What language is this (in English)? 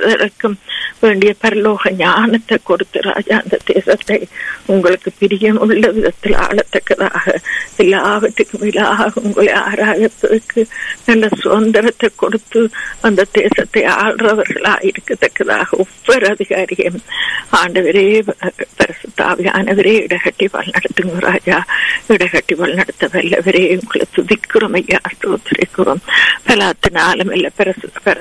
Tamil